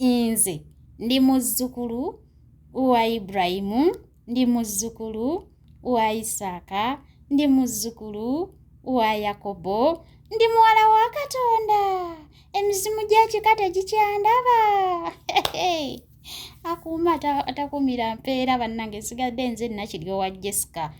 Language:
Ganda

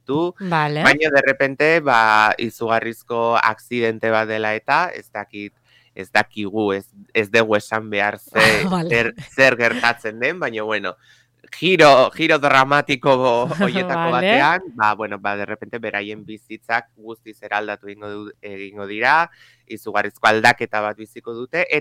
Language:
Basque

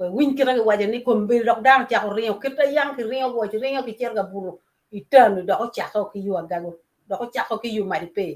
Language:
Acoli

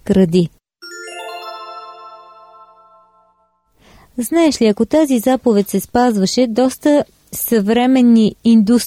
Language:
Bulgarian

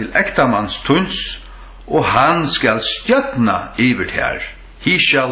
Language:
Faroese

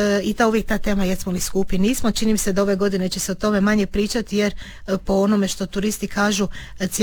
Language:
Croatian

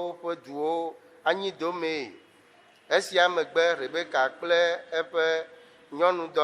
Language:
Ewe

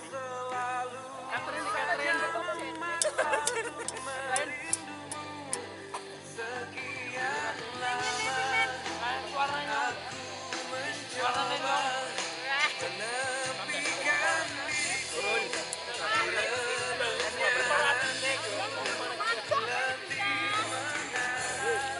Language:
Indonesian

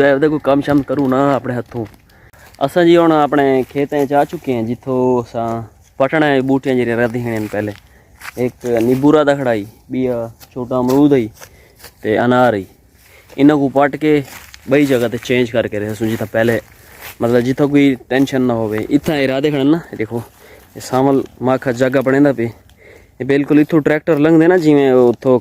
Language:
Saraiki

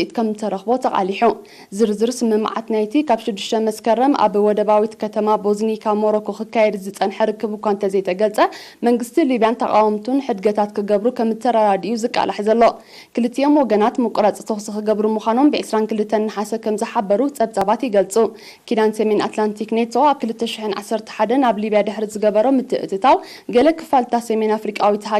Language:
Tigrinya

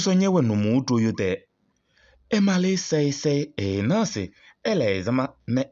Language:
Kabiyè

